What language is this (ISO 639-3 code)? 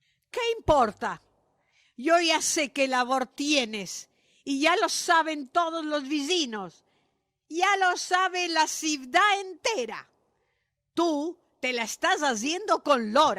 lad